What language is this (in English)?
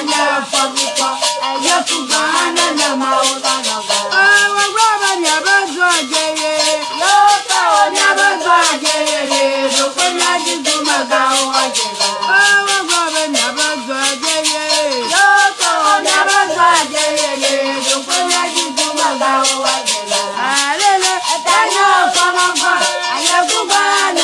Ewe